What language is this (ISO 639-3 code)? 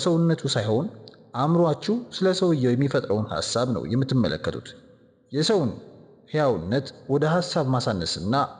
amh